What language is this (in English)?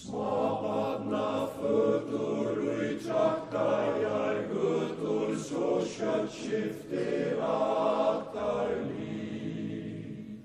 Faroese